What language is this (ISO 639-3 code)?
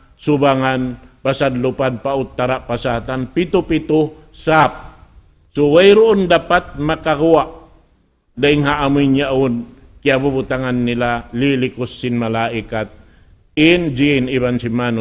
tsg